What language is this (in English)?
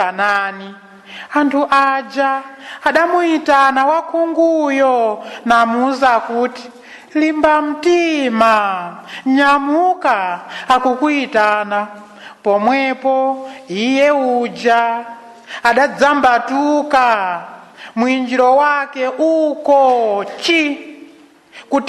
Nyanja